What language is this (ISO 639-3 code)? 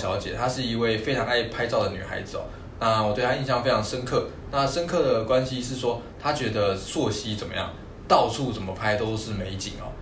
zho